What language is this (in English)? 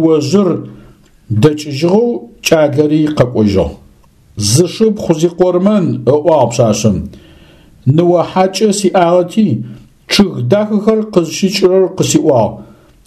Adyghe